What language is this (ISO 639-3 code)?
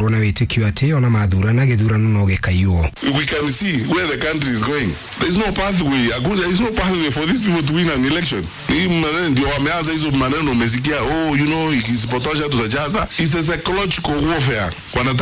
kik